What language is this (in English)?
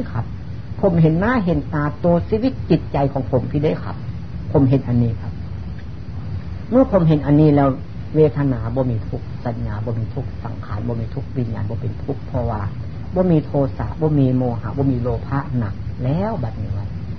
Thai